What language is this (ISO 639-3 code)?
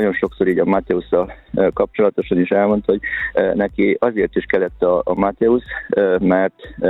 hun